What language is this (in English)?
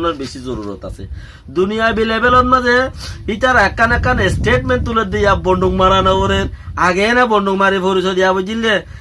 Rohingya